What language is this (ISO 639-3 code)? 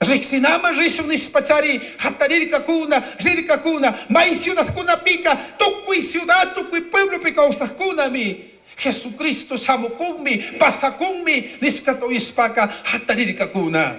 qug